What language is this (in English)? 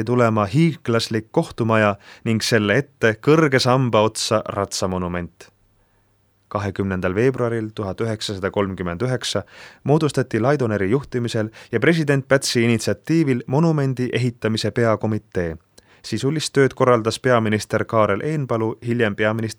Estonian